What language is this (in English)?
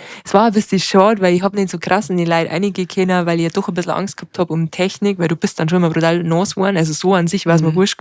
Bavarian